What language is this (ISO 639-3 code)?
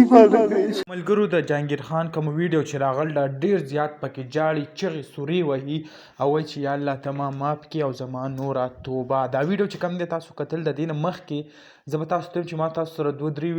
pus